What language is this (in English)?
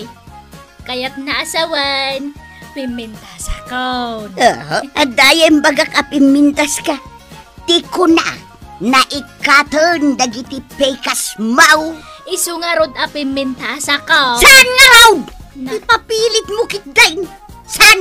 Iloko